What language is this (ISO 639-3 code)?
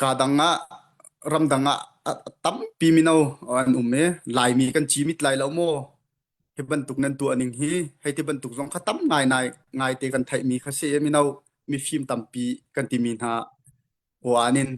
cnh